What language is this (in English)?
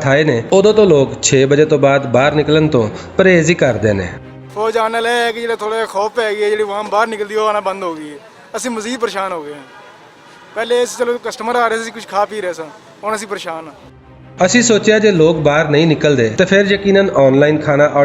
Western Panjabi